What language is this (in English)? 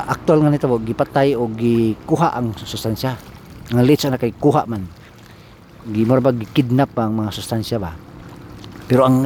Cebuano